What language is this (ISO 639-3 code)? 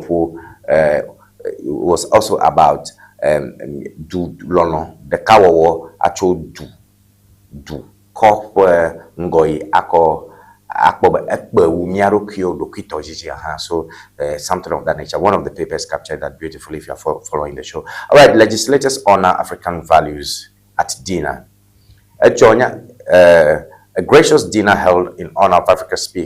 ewe